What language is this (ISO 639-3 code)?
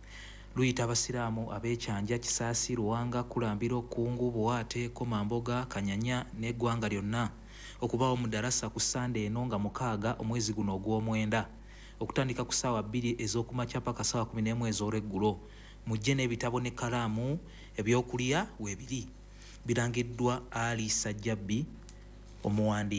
lug